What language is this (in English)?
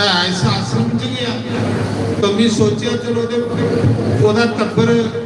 Dogri